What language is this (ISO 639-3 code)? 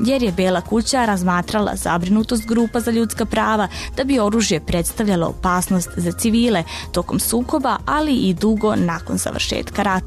srp